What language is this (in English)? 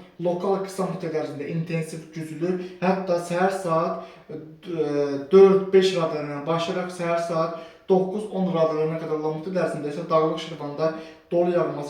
Azerbaijani